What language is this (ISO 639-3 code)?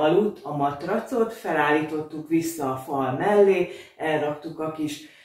hun